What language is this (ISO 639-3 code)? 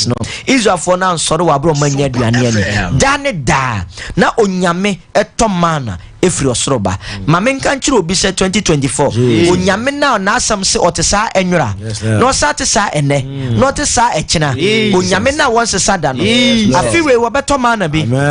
aka